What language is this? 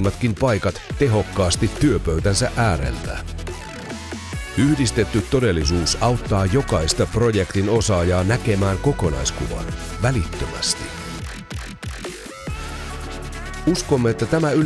Finnish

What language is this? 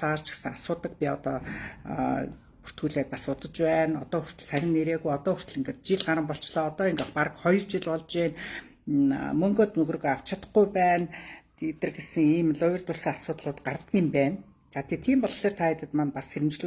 Mongolian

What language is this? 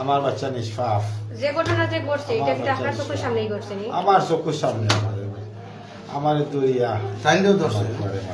Sylheti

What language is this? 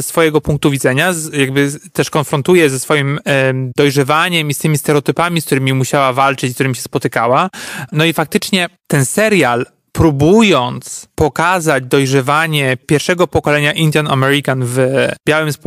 Polish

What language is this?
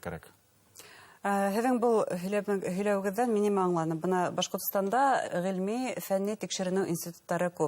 Bashkir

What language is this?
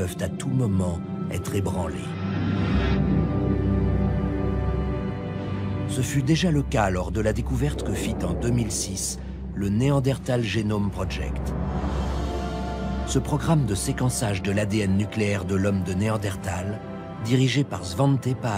French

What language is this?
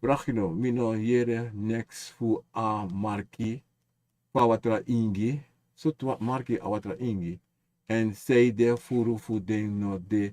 Sranan Tongo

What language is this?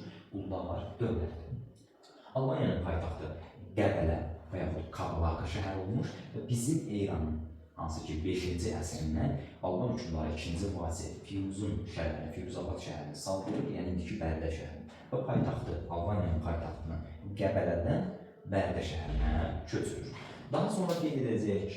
Azerbaijani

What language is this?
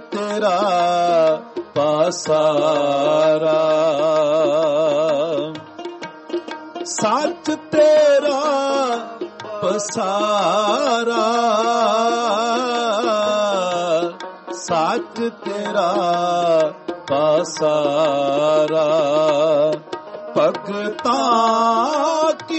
Punjabi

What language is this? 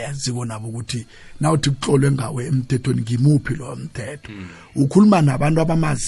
South Ndebele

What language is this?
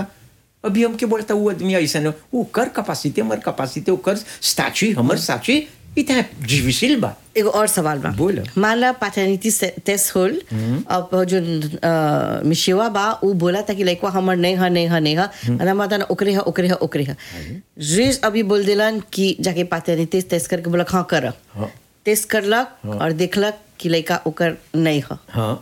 Bhojpuri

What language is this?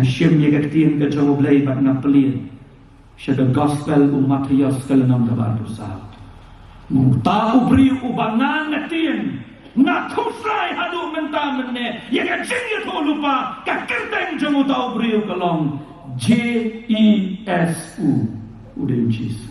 Khasi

